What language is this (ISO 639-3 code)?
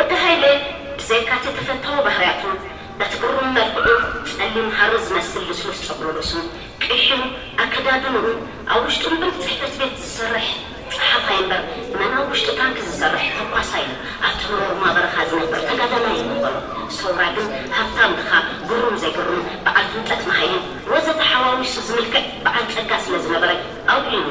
tir